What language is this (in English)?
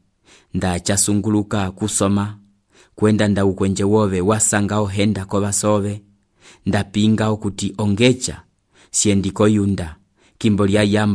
Umbundu